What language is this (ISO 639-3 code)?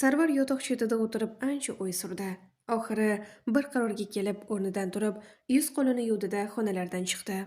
uzb